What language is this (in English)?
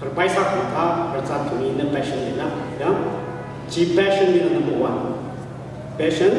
Tangkhul Naga (India)